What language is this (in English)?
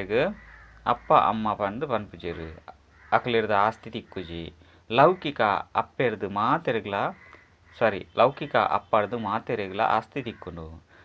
Tulu